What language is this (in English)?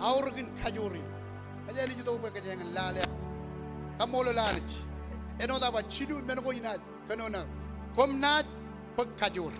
Marshallese